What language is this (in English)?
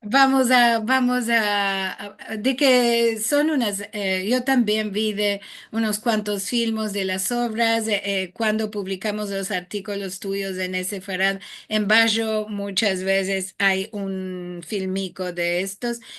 Ladino